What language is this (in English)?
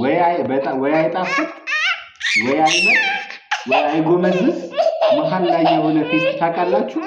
Amharic